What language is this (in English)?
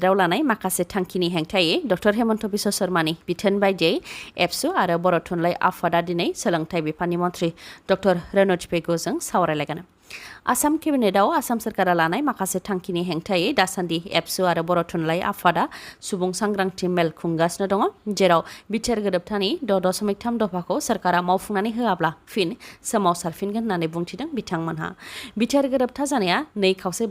Bodo